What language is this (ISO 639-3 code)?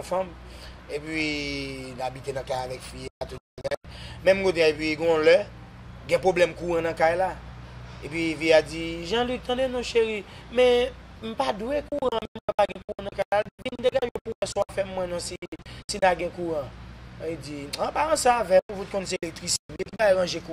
hat